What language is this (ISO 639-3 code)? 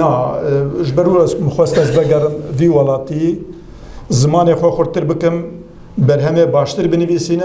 kur